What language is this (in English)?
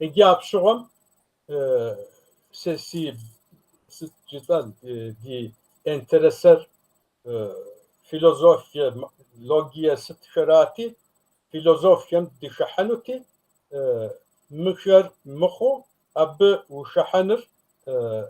Kabardian